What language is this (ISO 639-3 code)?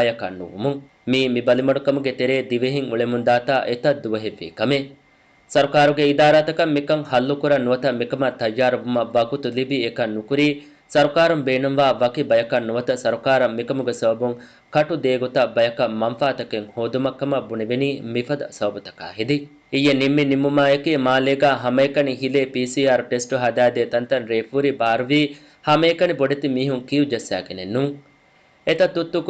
div